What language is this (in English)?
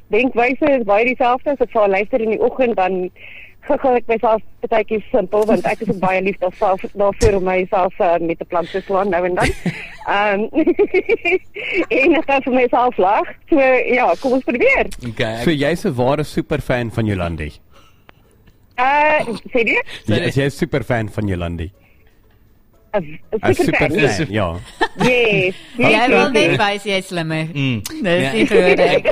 Afrikaans